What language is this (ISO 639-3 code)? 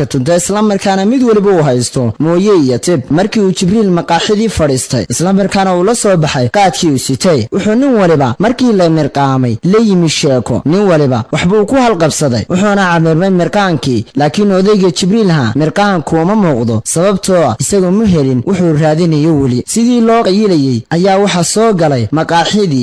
som